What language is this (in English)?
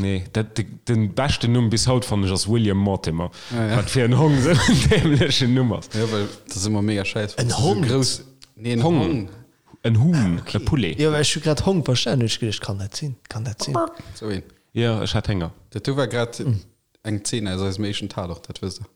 Luxembourgish